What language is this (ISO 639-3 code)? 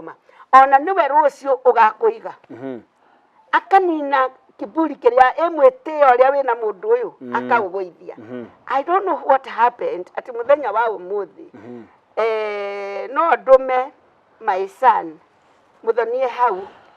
kik